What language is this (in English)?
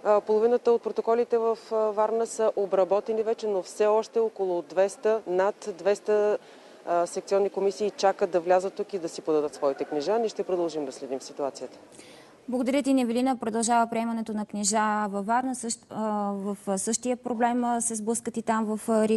Bulgarian